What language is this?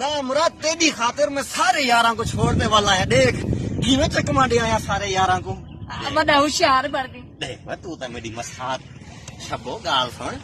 Saraiki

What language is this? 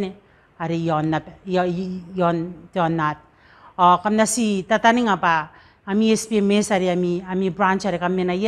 Gilbertese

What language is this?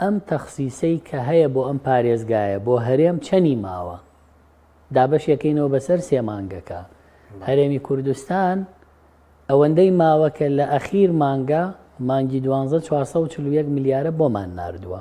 Central Kurdish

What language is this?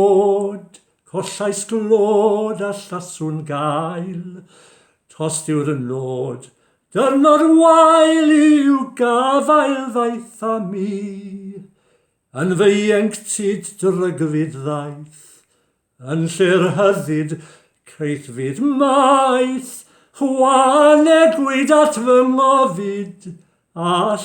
Welsh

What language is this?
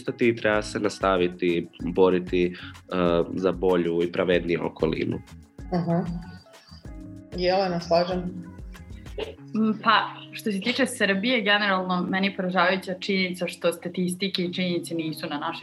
Croatian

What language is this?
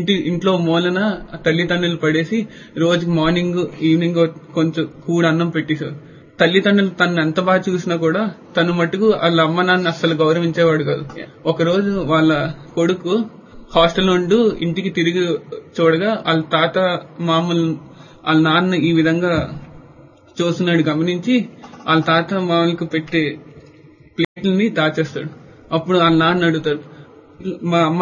Telugu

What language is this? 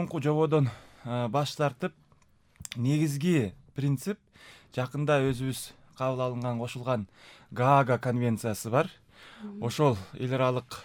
Kyrgyz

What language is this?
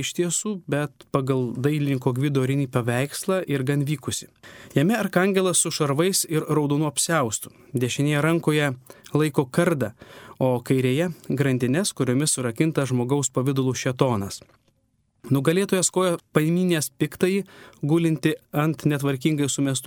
Lithuanian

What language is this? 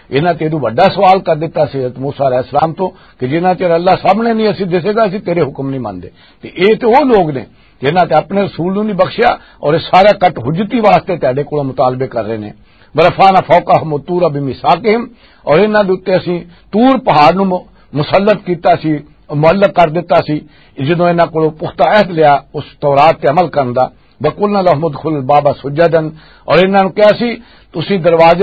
Western Panjabi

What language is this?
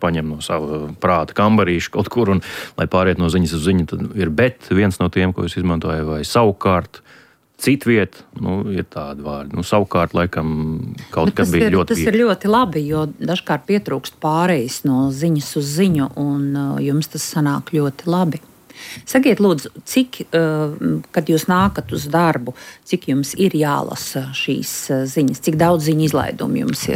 Latvian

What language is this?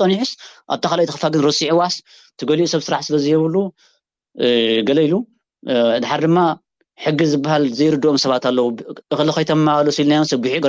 Tigrinya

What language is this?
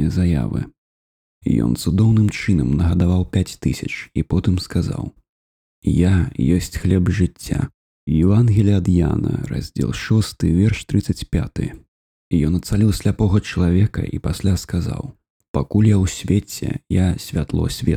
Belarusian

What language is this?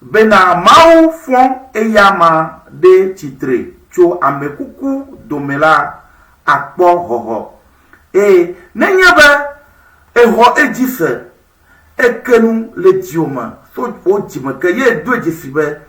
Ewe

